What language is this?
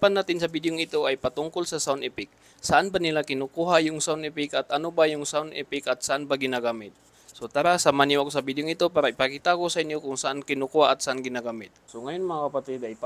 Maranao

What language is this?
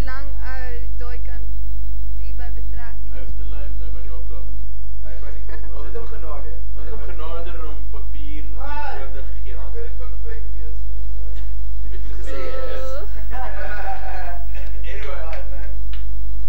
Afrikaans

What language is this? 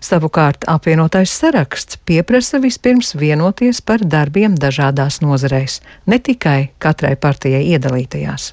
Latvian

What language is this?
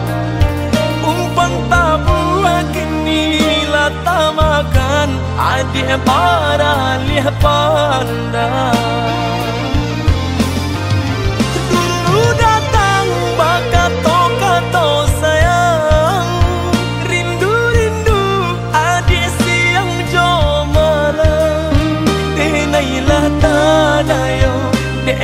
Minangkabau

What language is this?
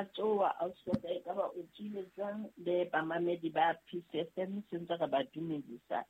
Southern Sotho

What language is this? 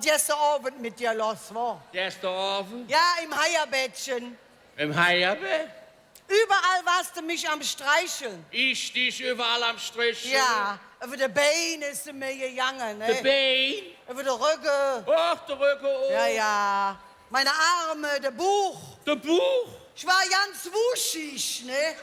Colognian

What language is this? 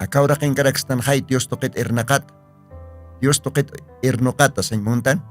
Aymara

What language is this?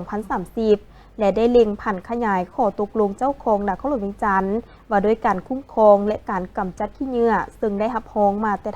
Lao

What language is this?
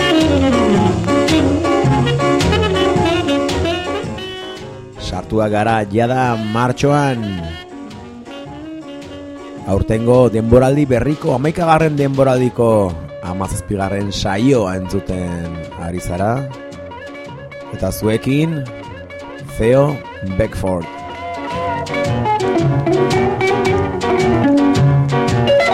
Basque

